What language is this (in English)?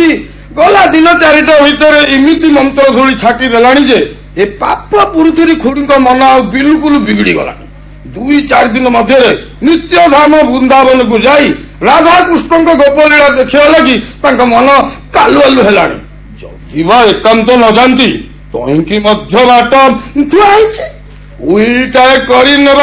Odia